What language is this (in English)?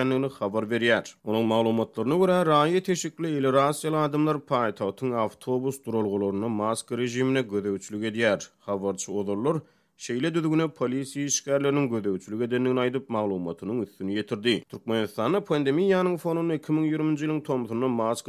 Turkmen